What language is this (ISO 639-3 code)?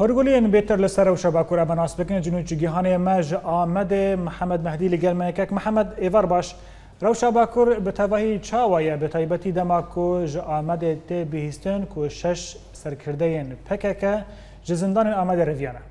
kur